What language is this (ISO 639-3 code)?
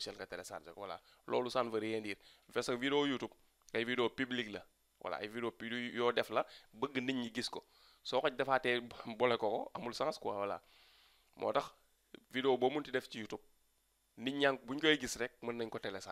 wol